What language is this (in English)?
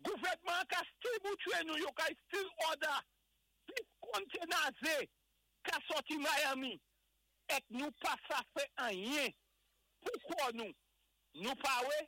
Saint Lucian Creole French